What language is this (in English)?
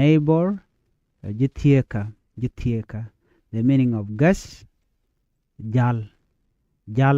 Nuer